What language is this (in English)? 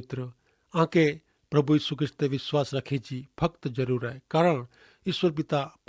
Kachhi